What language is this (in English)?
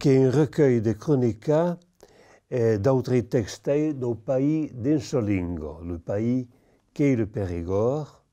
Occitan